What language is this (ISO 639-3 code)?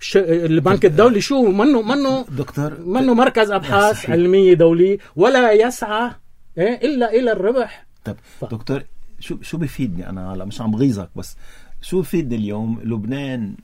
apc